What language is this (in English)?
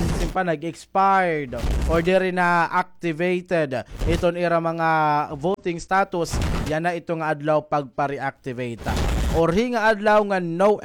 Waray